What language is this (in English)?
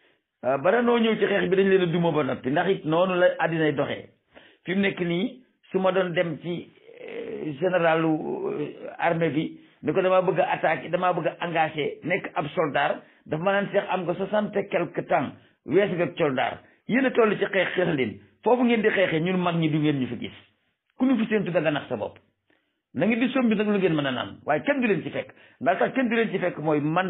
Wolof